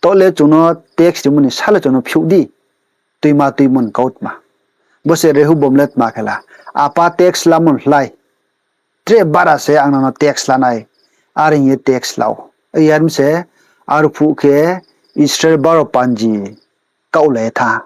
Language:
Riang (India)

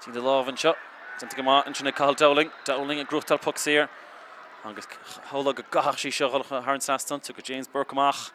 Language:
Irish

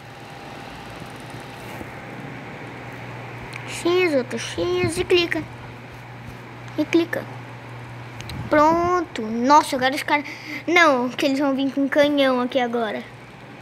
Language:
Portuguese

